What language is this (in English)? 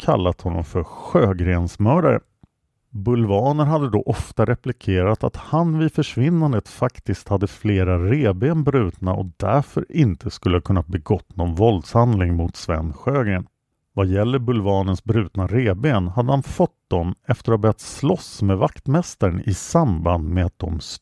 Swedish